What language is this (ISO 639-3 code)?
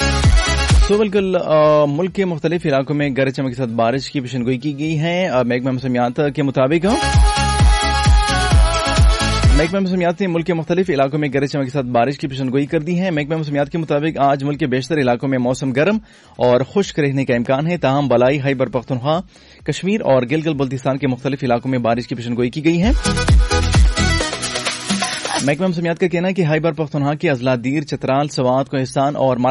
urd